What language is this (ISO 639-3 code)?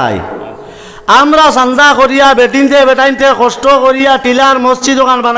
syl